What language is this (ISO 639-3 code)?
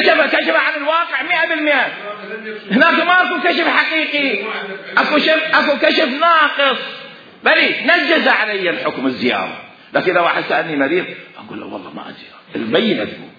acm